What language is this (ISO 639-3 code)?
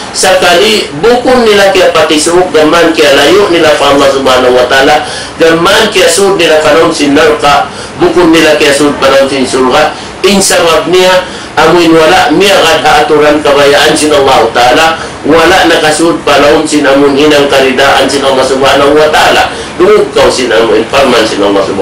tsg